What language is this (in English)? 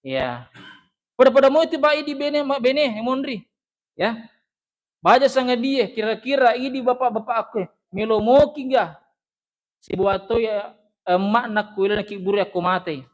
Buginese